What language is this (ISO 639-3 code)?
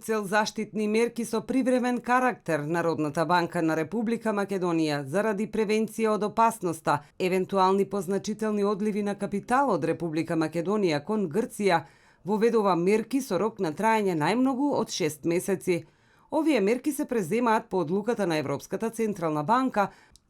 mkd